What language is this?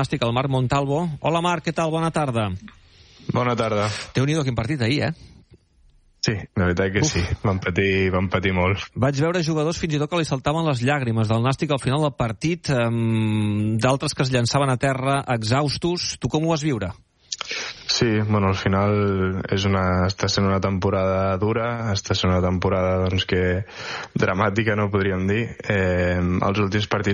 Catalan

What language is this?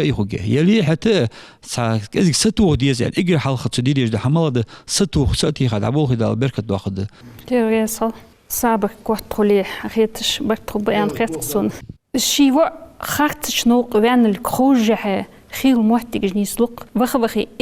Ingush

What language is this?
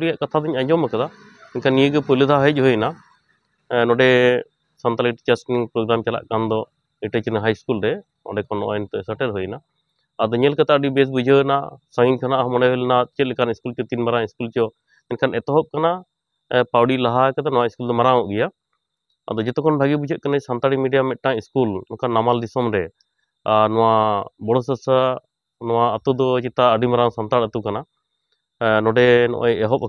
Santali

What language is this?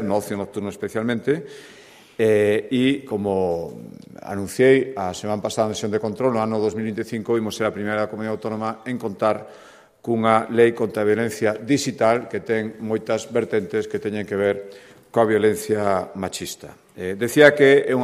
Galician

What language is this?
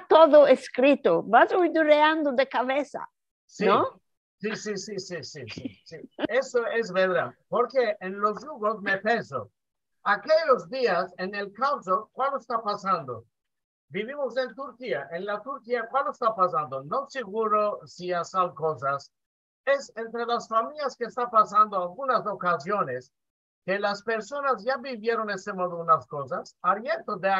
Ladino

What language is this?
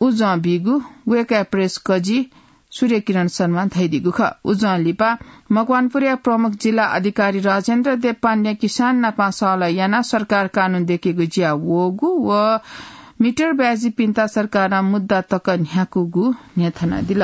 Newari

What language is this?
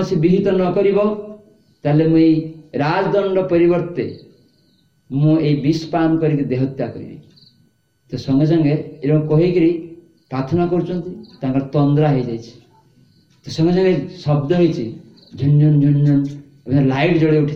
Odia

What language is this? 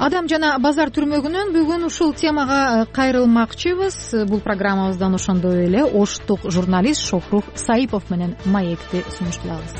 Kyrgyz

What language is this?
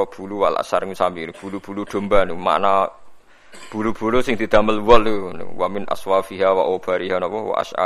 Javanese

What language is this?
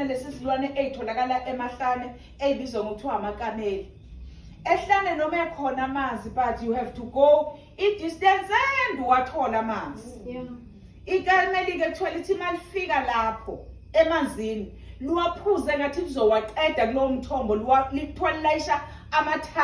Zulu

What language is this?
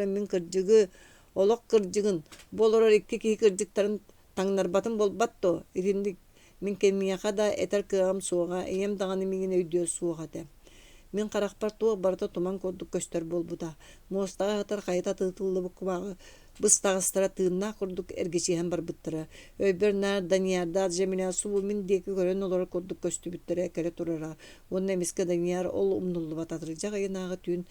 Yakut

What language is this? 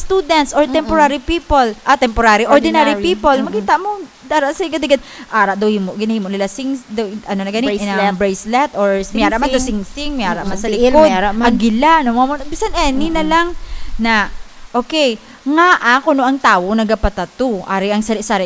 Hiligaynon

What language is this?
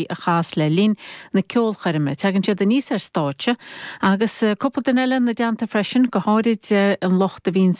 Irish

